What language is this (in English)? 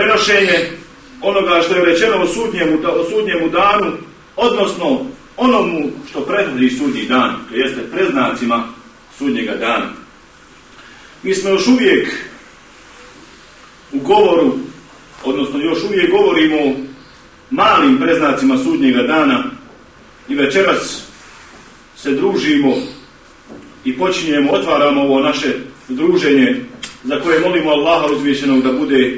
Bosnian